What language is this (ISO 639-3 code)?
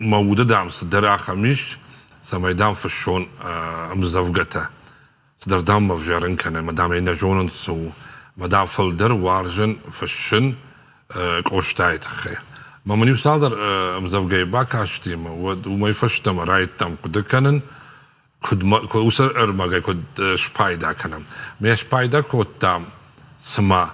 oss